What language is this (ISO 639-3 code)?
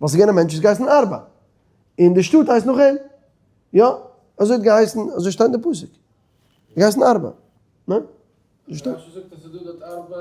yid